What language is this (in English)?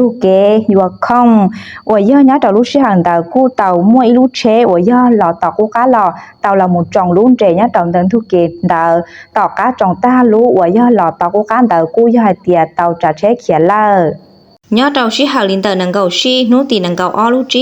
Hmong